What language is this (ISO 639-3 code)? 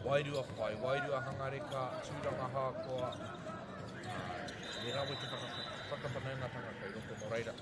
mri